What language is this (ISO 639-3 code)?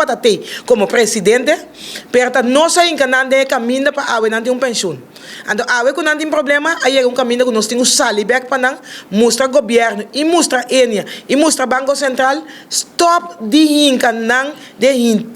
pap